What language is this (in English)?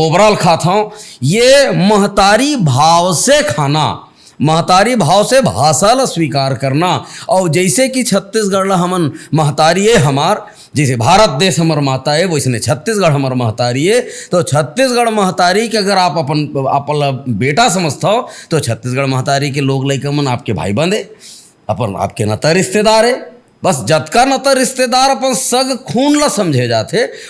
Chhattisgarhi